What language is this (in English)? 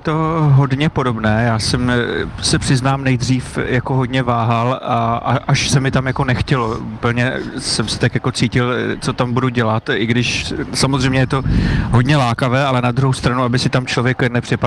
Czech